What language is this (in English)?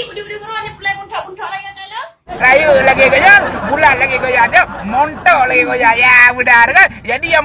Achinese